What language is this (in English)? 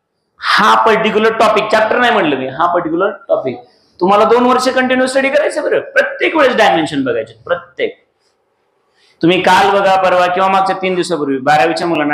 Marathi